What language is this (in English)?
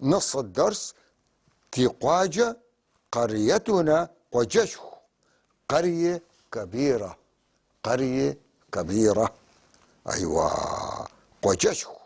North Levantine Arabic